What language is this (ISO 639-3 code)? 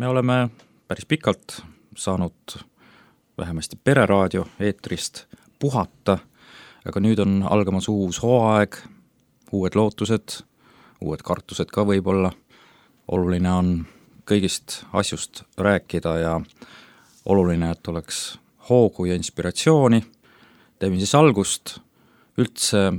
est